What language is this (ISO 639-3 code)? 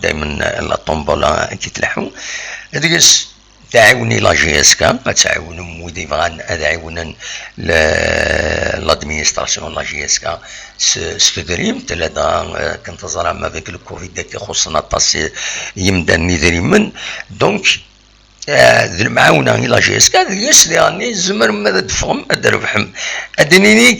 kab